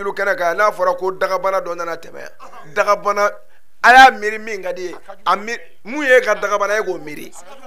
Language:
Bambara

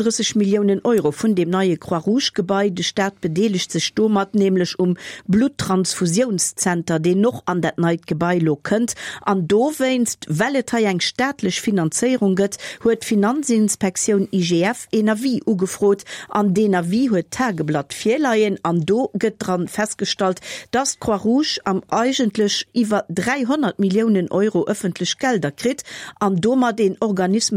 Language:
Luxembourgish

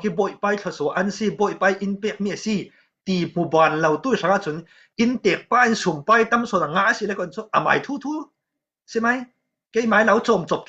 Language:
Falam Chin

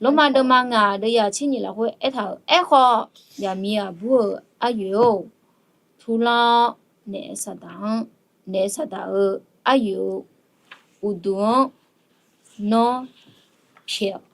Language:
Akha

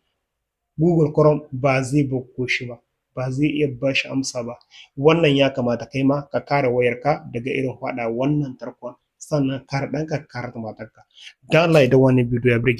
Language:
Hausa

